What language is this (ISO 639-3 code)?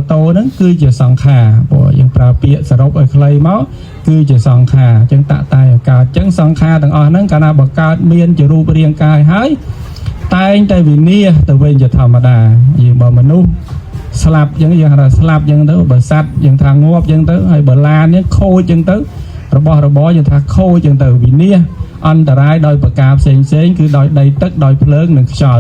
khm